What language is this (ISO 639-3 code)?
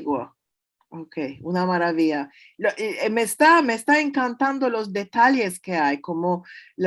lad